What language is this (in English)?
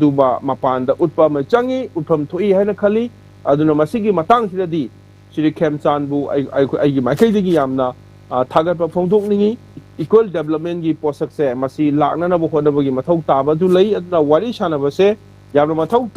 Manipuri